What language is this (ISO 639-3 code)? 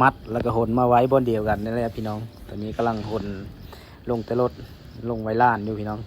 lao